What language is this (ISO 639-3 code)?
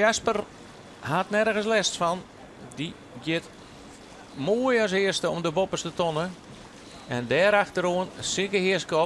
fry